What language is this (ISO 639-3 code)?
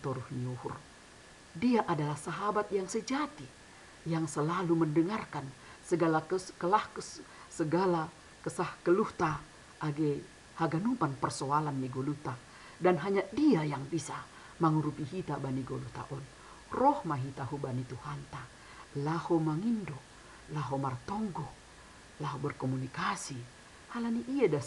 bts